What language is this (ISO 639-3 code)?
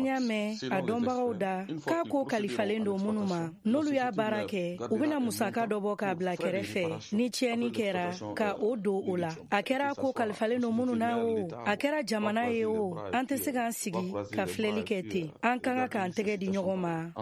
bam